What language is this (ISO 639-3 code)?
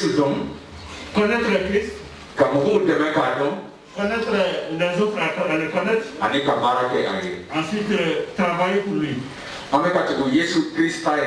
bam